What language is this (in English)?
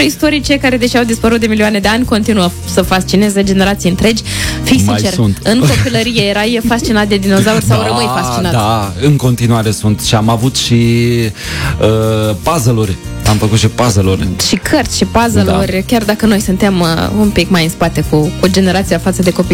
Romanian